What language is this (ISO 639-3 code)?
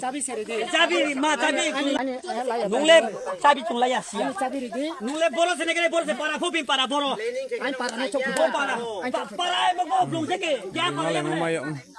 trp